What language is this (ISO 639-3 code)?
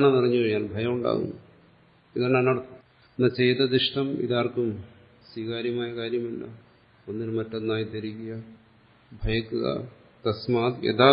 mal